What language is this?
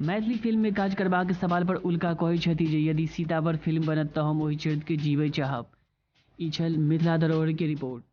Maithili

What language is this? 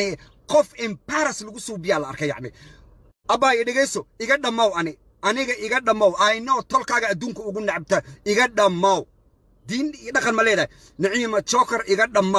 Somali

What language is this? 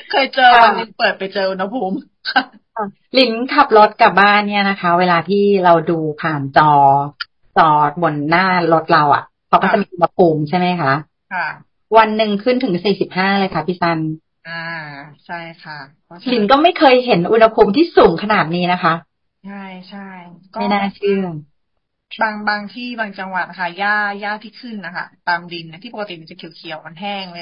Thai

